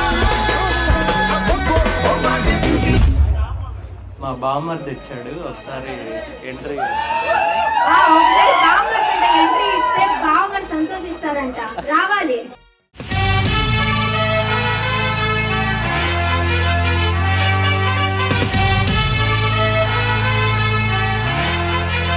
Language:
Telugu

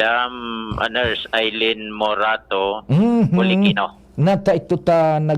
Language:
Bikol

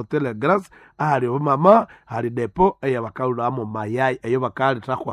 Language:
Nande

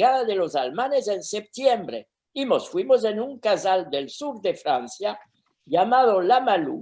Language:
Ladino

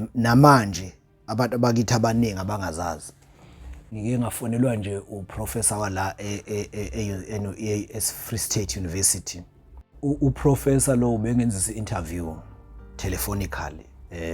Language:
Zulu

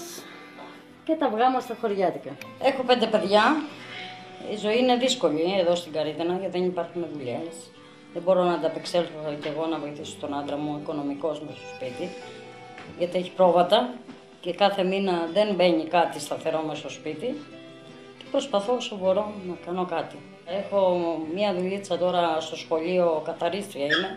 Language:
Greek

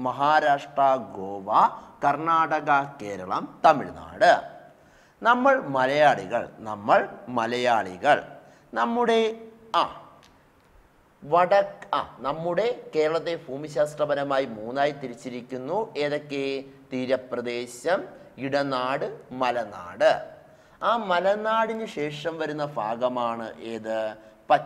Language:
Malayalam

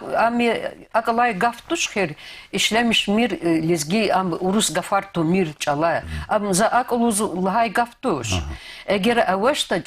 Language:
Lezghian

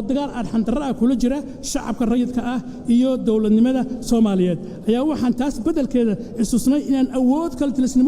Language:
Somali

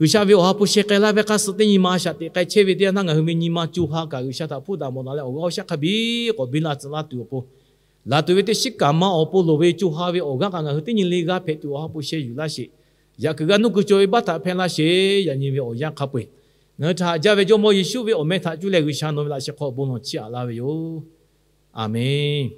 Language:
Lahu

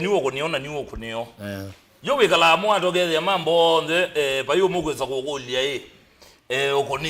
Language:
Kamba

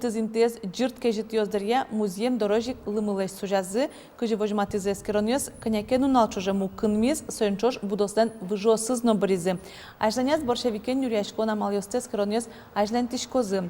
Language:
Udmurt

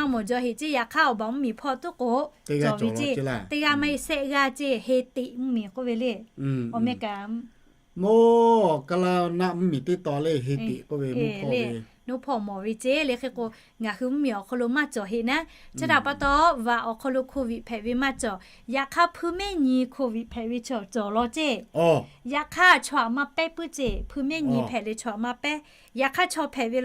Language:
Lahu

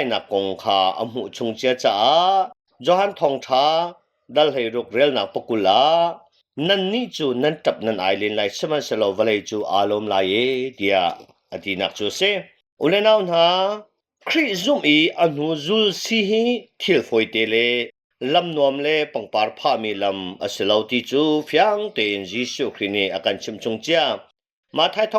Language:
Hakha Chin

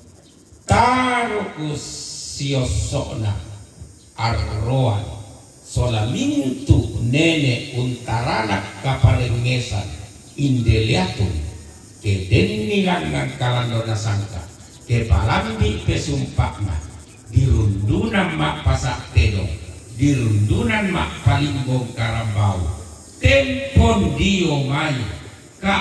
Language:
Toraja-Sa'dan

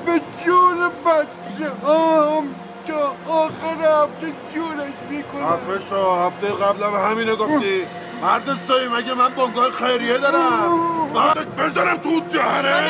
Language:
Persian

